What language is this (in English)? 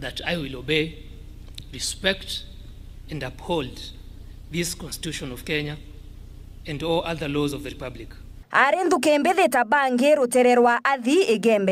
Meru